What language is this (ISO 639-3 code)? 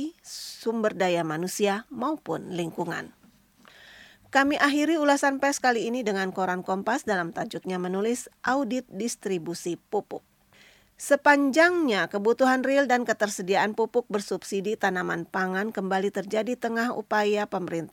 ind